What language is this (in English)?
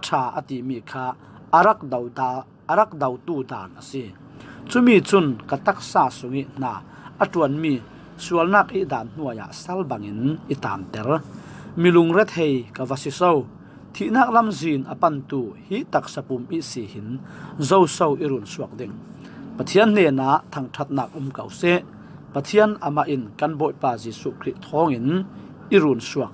Falam Chin